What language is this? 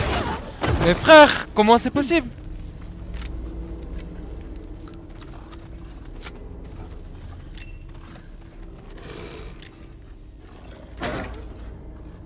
French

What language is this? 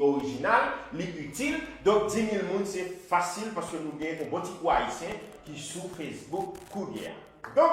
Haitian Creole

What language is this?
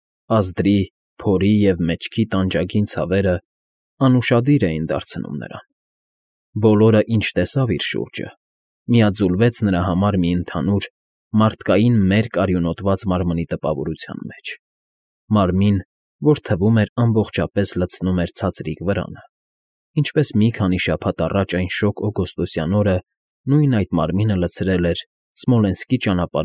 Armenian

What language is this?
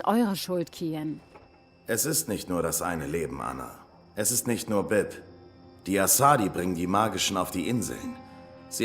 Swiss German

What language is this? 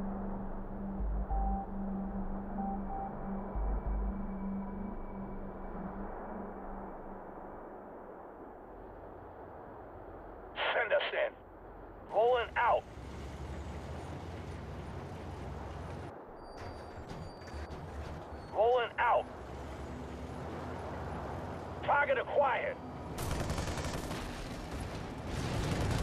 English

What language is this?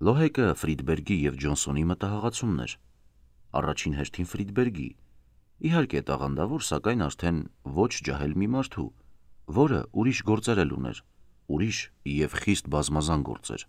Armenian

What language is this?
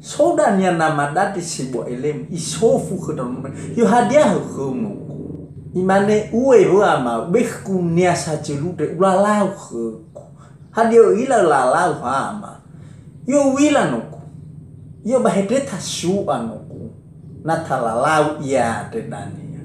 Nias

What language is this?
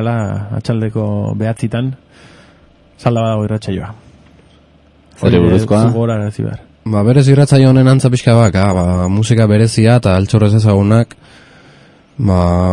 Basque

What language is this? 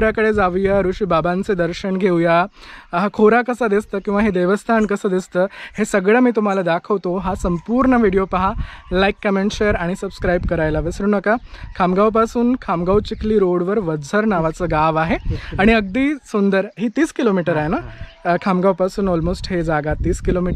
Marathi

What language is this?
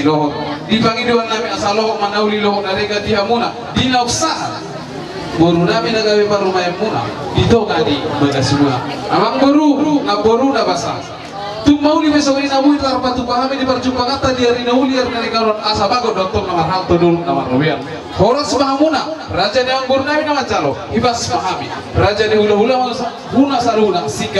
Batak Toba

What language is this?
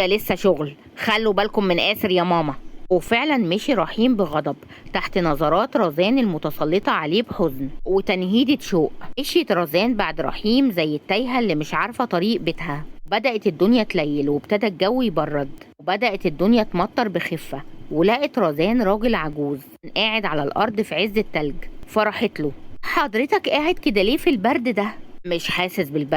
Egyptian Arabic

